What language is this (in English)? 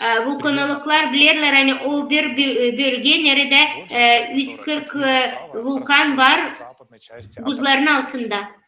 Gagauz